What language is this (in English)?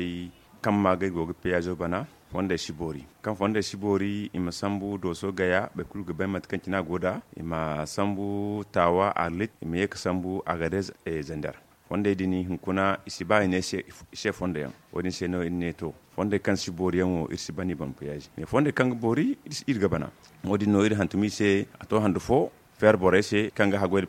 Zarma